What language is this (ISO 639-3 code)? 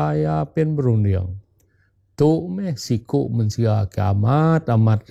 iba